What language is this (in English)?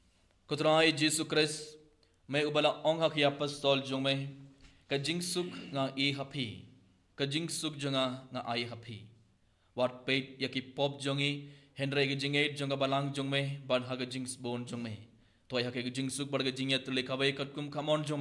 Khasi